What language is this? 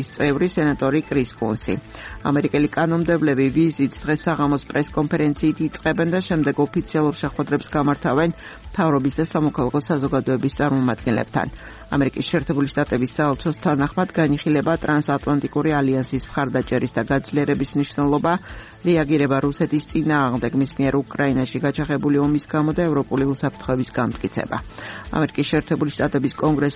Georgian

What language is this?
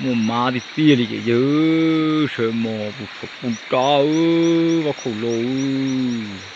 Hmong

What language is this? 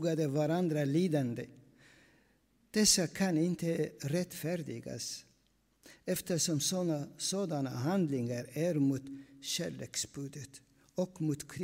Swedish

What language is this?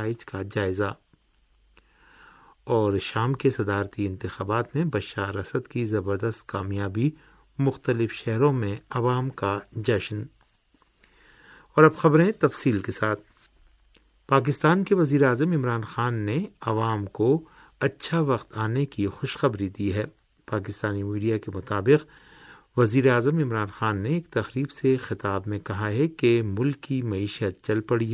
Urdu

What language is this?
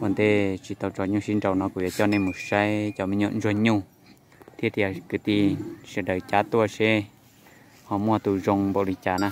Hmong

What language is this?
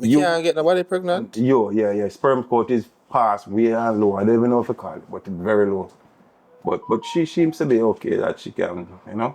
Jamaican Creole English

